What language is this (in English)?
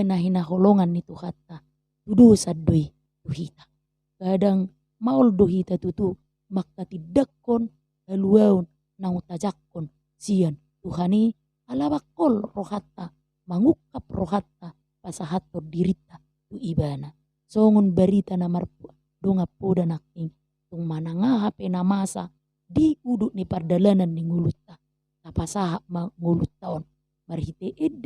Batak Toba